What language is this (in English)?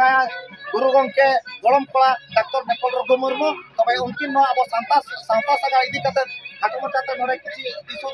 Santali